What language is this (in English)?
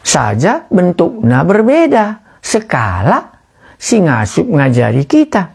Batak Karo